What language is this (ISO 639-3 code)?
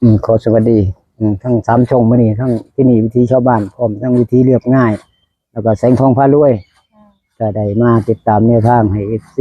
tts